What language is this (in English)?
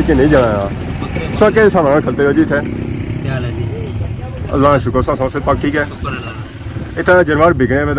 Pahari-Potwari